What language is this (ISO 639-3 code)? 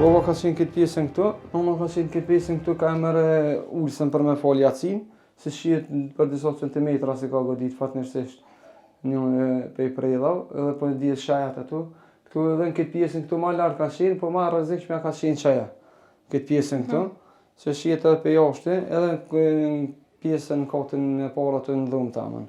sqi